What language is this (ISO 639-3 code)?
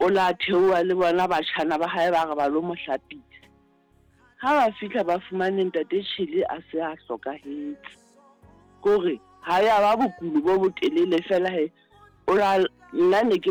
sot